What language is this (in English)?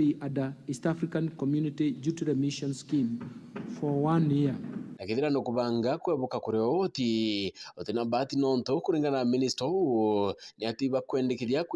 Meru